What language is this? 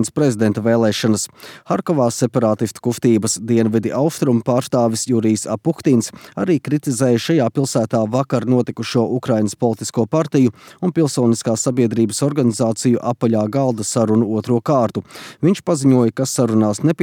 Latvian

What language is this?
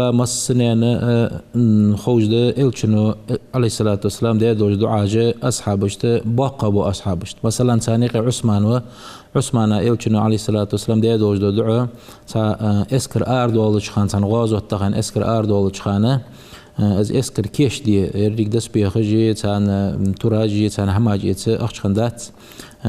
Ingush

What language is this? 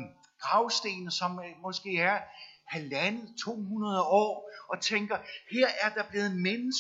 Danish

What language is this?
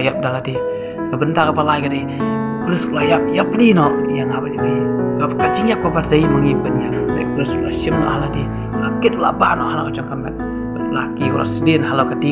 Khasi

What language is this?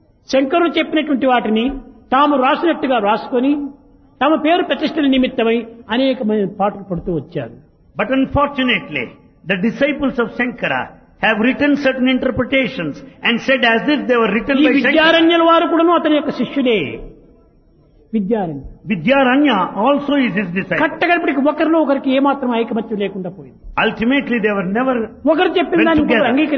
Telugu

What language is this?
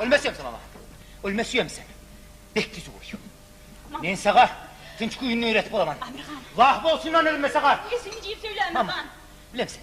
Kumyk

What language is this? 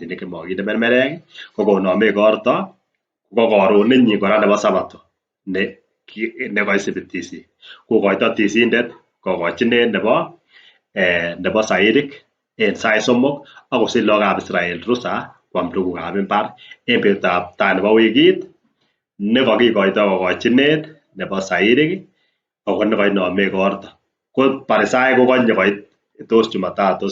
Kalenjin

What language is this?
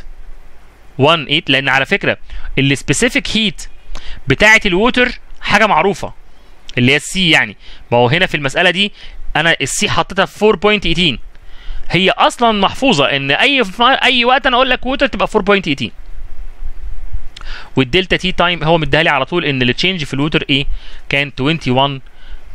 Egyptian Arabic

